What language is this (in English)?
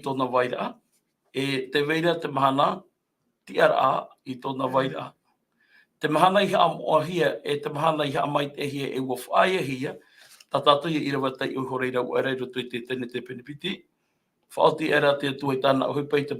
Tahitian